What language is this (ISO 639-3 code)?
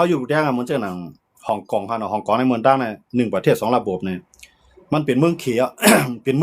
shn